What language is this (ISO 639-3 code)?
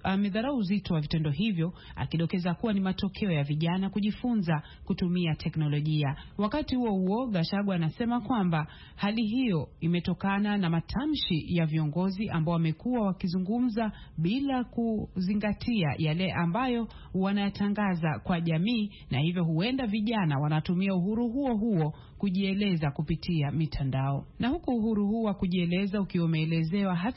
swa